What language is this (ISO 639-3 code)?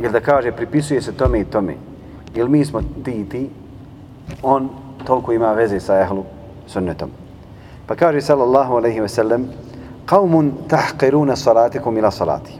bos